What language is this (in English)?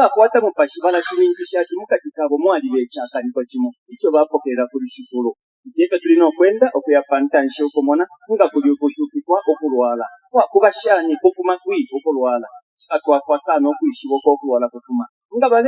Bemba